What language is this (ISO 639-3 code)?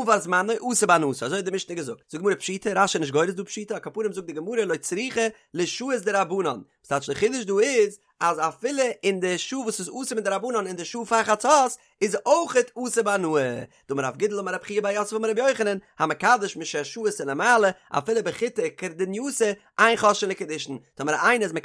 yid